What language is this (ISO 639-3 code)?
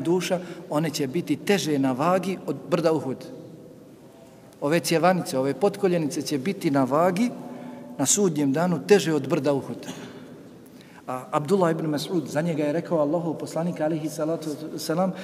bos